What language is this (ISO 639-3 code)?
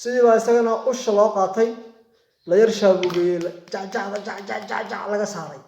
som